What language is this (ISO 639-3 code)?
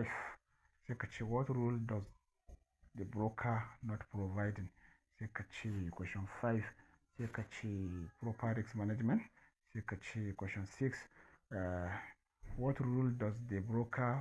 hau